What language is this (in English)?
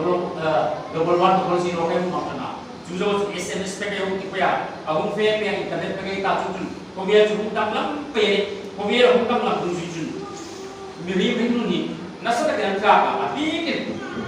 Hmar